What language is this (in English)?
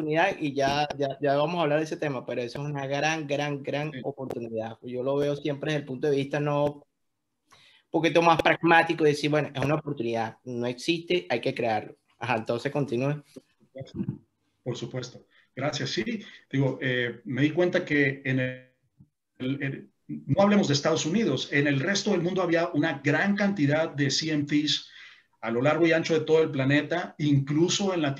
Spanish